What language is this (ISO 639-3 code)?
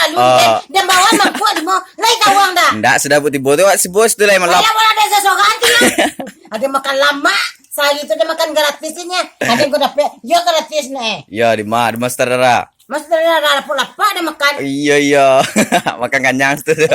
min